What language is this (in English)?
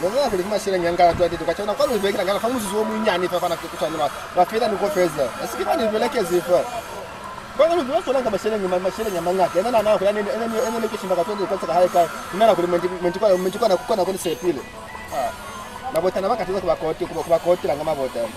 Lozi